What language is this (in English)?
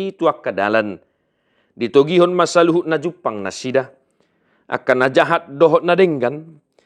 Batak Toba